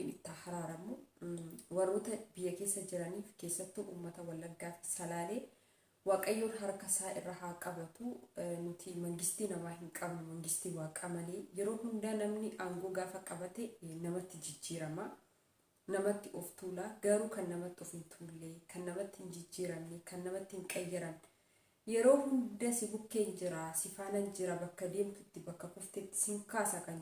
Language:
Oromo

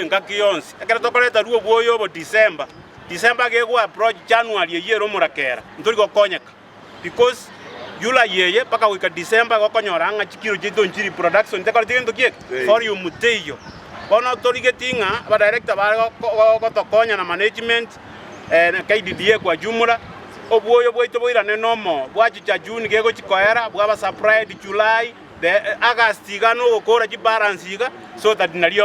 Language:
Gusii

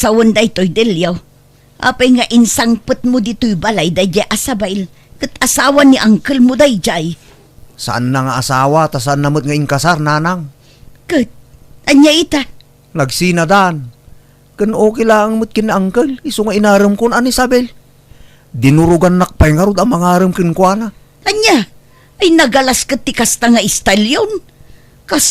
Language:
Iloko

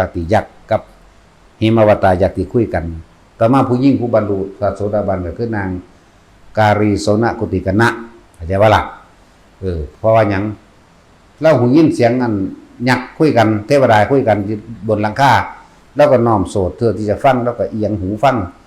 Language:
Northeastern Thai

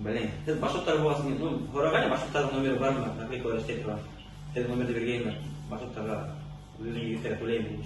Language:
Bashkir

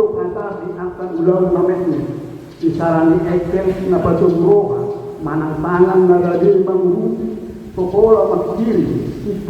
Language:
Batak Toba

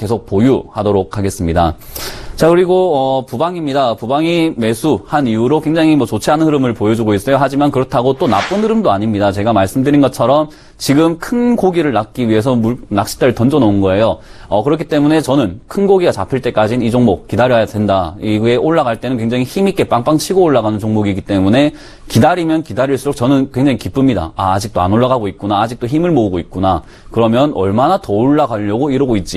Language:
Korean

